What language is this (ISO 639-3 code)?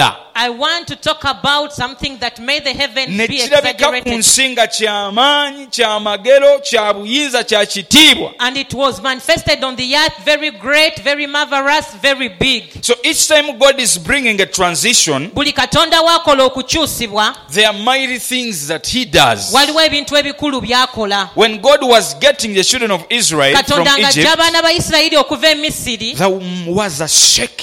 lug